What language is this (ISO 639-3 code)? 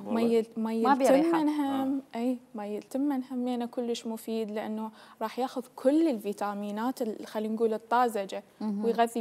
acm